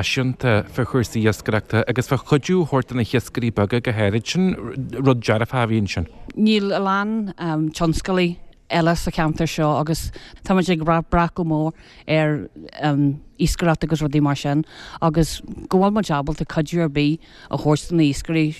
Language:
Irish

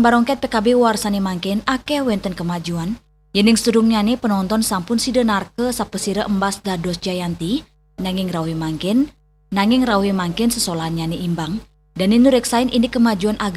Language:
Balinese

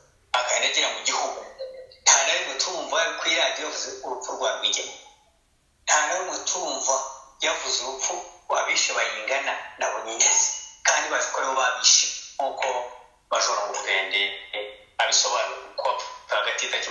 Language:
Kinyarwanda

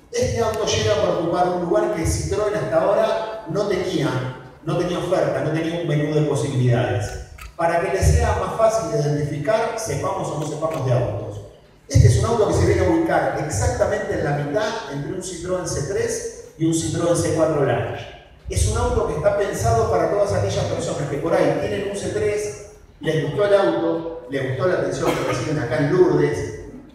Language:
Spanish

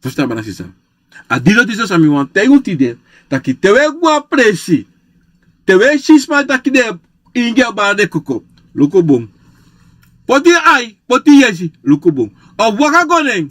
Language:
Sranan Tongo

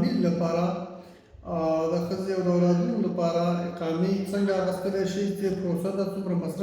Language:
Pashto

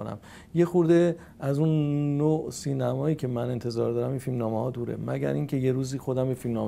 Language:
Persian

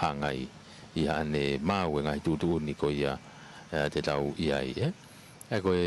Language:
Tongan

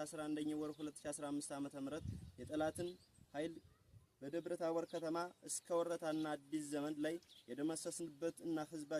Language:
Amharic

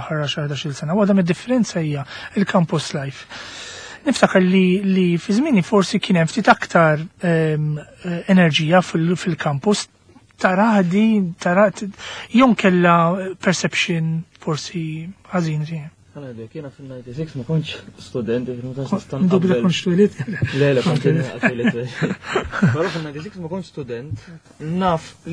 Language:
Maltese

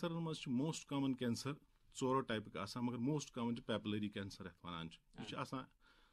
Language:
Kashmiri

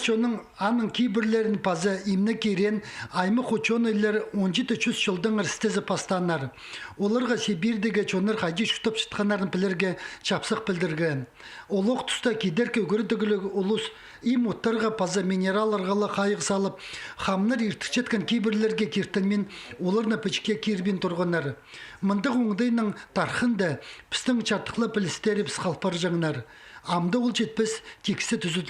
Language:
Khakas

